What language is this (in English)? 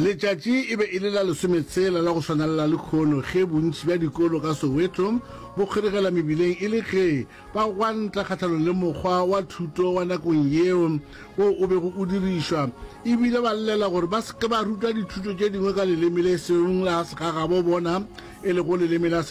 Northern Sotho